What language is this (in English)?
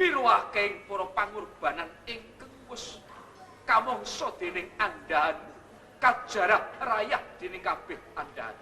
Javanese